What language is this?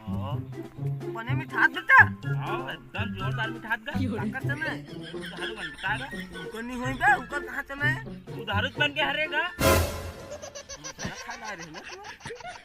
Chhattisgarhi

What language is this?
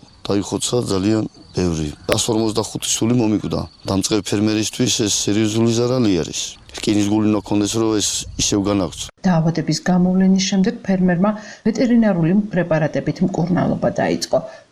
Georgian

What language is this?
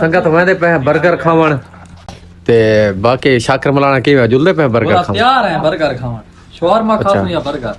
Saraiki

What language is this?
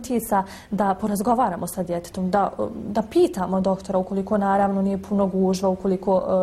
Bosnian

